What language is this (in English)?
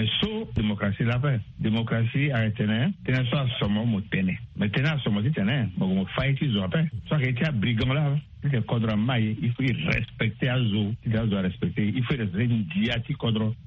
Sango